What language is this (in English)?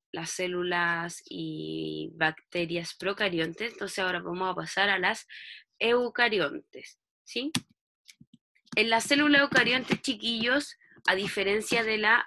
Spanish